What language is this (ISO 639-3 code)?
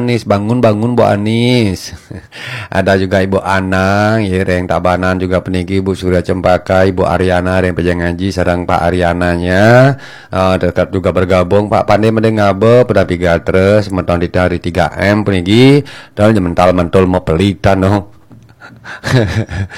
ban